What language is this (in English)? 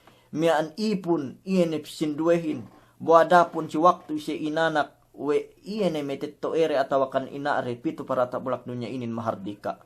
Yakan